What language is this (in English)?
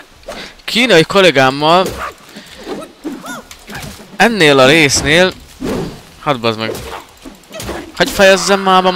Hungarian